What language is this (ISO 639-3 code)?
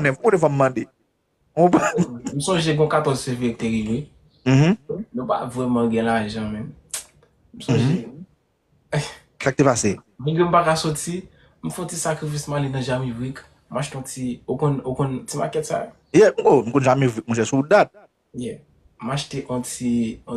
hat